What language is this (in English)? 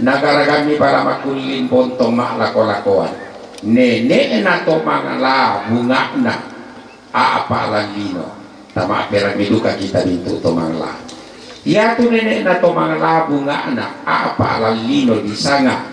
Toraja-Sa'dan